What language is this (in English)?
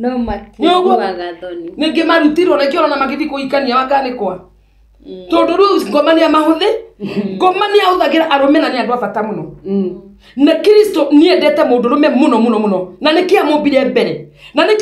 Kikuyu